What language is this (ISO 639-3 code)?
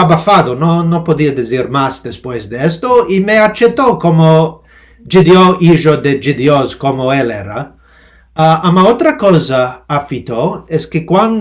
lad